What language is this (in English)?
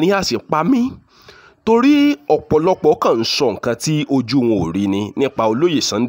Yoruba